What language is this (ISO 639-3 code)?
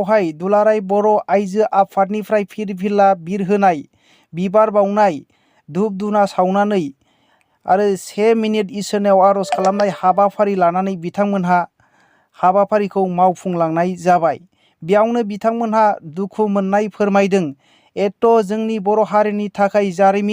brx